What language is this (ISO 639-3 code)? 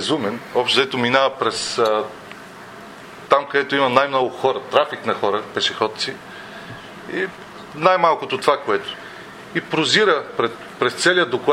bul